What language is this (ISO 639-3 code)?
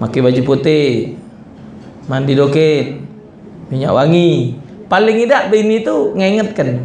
mui